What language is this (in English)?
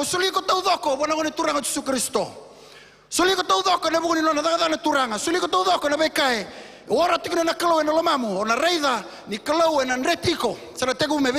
Fijian